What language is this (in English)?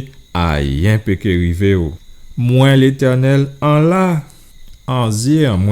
Guadeloupean Creole French